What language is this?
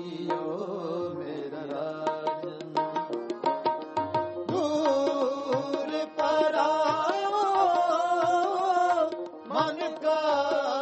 Punjabi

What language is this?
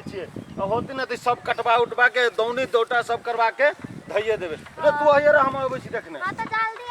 Maithili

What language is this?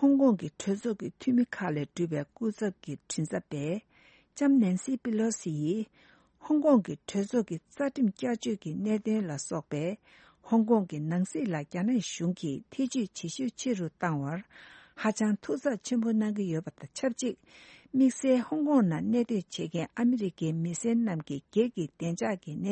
Tibetan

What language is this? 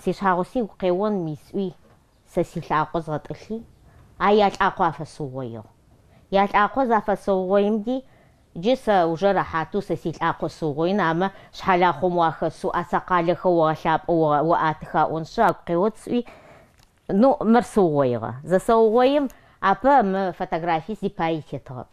Adyghe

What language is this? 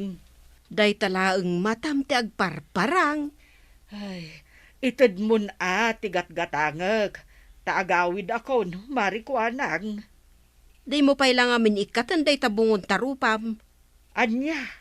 Iloko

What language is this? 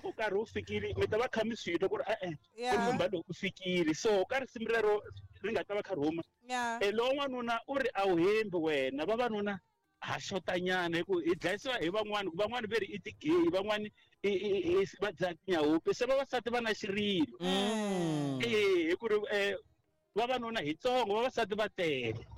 Tsonga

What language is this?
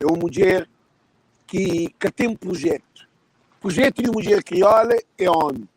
Kabuverdianu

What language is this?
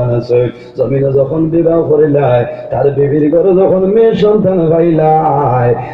Sylheti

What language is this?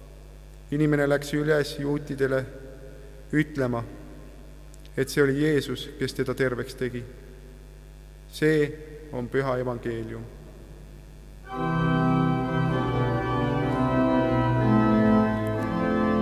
Estonian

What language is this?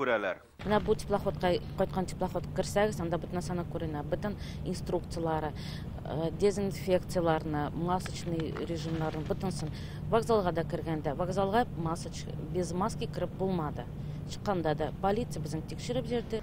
Tatar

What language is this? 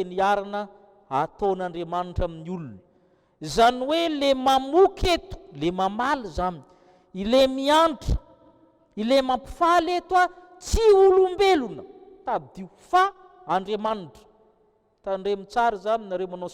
Malagasy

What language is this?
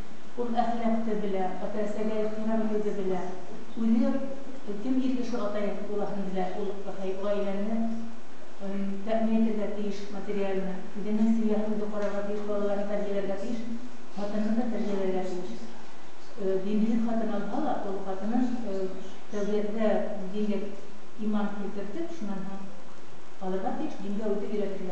Bashkir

